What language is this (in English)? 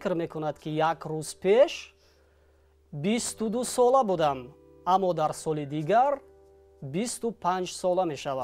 Tajik